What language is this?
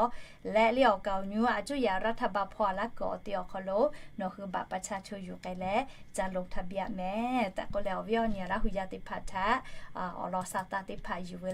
Lahu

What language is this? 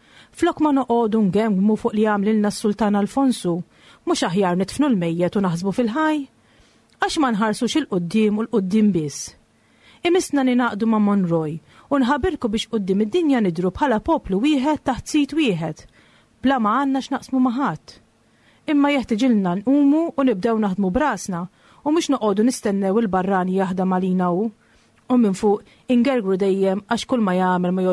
Maltese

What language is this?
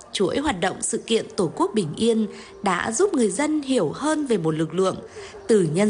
Vietnamese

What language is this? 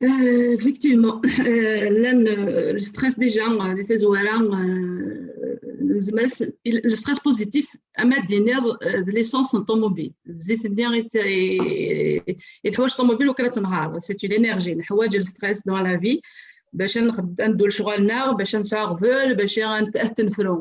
Kabyle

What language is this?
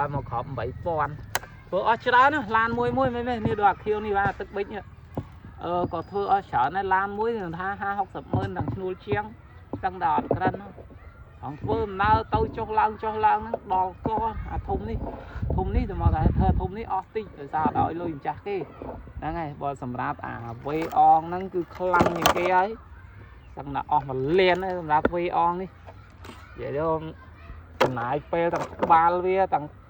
Khmer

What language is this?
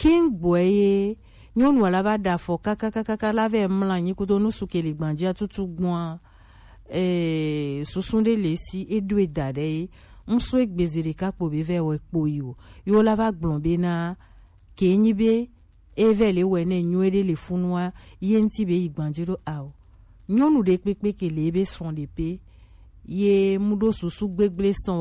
Gen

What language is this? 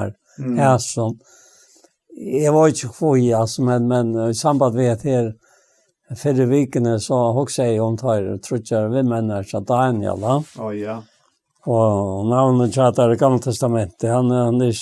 Faroese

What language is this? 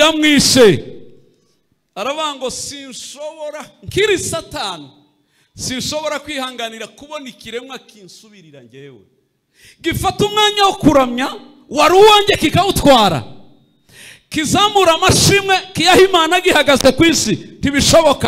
Kinyarwanda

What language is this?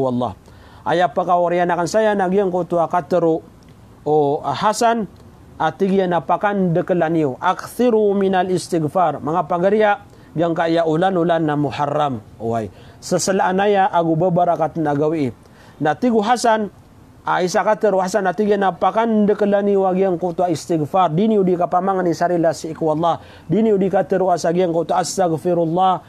Maranao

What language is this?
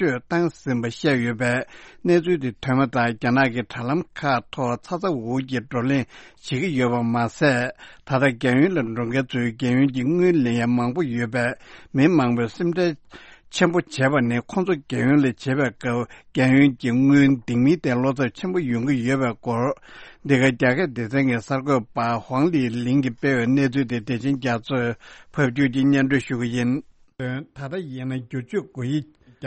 Tibetan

